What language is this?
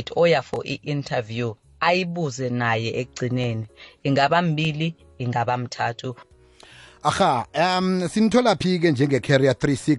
South Ndebele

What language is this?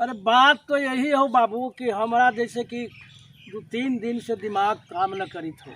Magahi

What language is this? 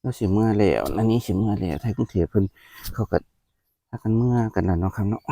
Northeastern Thai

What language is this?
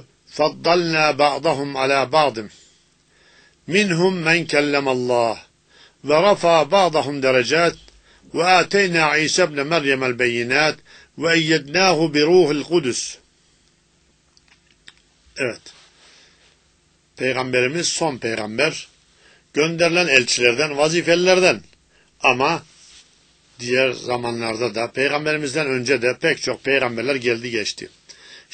Turkish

